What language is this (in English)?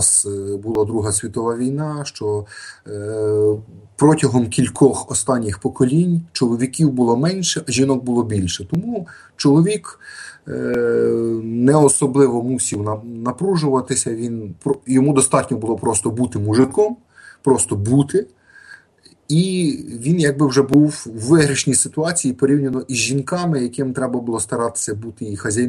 Ukrainian